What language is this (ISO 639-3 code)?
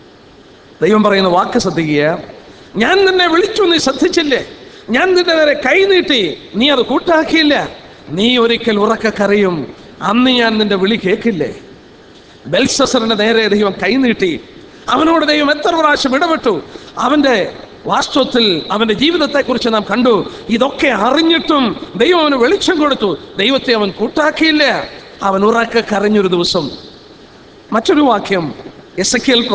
mal